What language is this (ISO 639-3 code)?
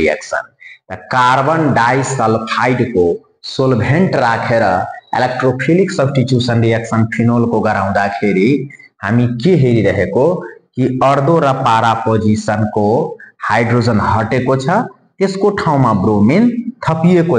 nep